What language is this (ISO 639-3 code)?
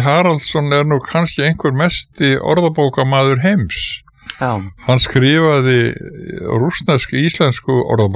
isl